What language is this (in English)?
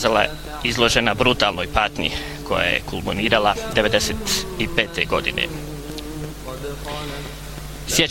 Bosnian